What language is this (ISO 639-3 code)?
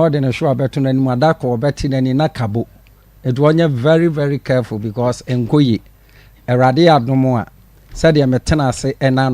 aka